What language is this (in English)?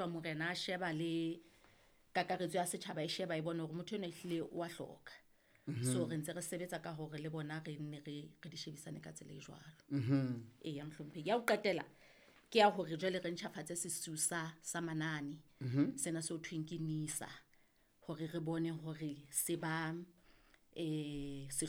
Southern Sotho